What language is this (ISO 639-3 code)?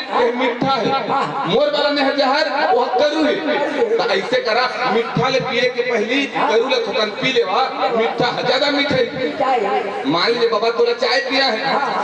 hne